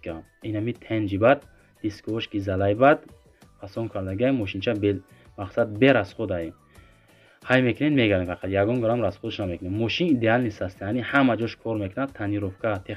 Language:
Tajik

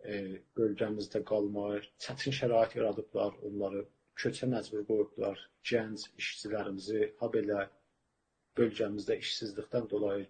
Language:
South Azerbaijani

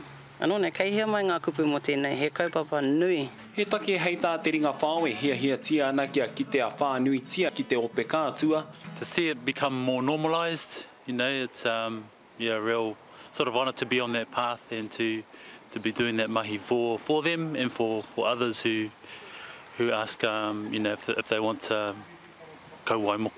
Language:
Māori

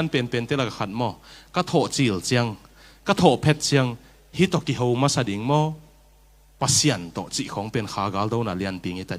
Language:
Tedim Chin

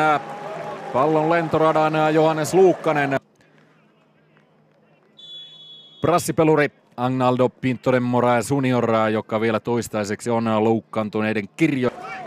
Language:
Finnish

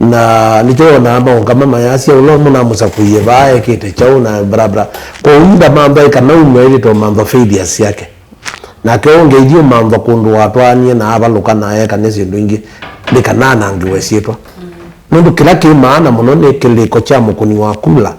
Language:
Kamba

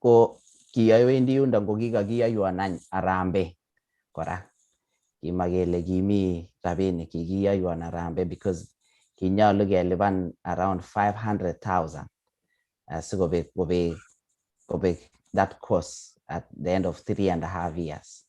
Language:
Kalenjin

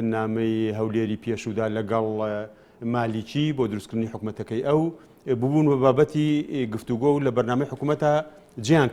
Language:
Central Kurdish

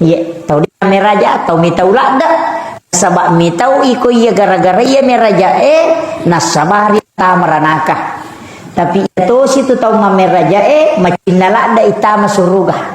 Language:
Buginese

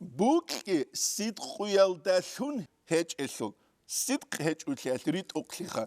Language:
Avaric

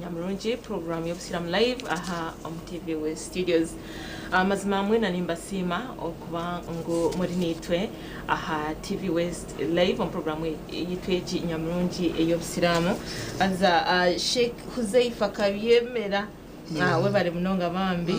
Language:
Nyankole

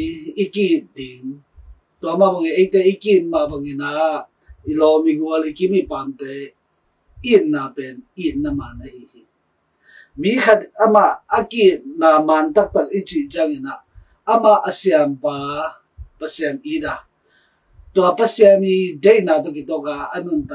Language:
Tedim Chin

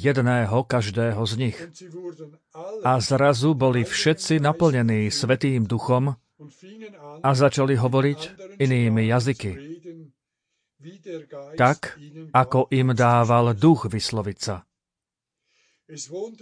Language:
Slovak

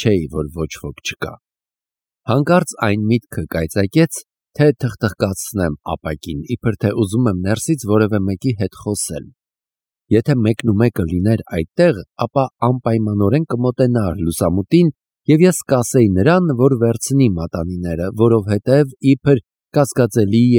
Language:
Armenian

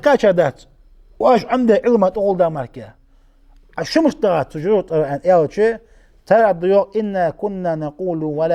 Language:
Ingush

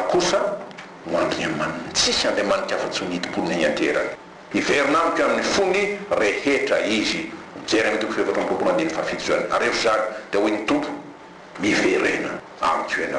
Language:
Malagasy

